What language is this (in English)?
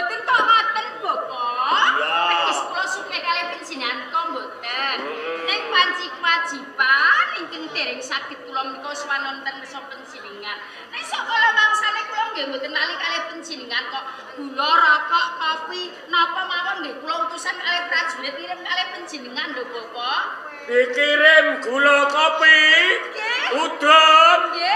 Javanese